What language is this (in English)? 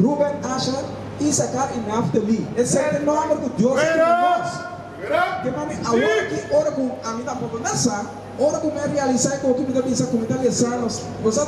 Papiamento